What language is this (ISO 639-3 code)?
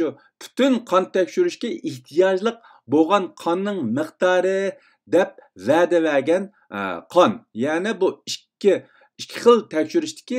uig